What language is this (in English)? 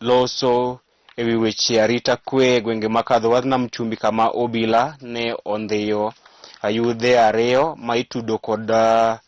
Luo (Kenya and Tanzania)